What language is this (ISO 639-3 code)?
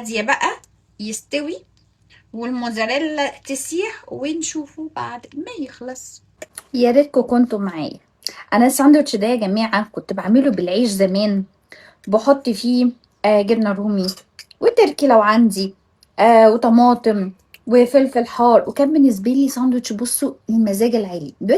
arz